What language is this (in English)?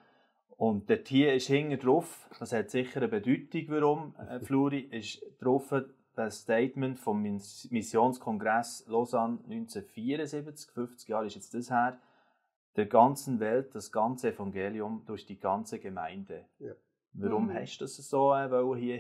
Swiss German